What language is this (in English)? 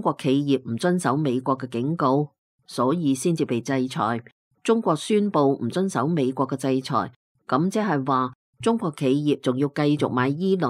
Cantonese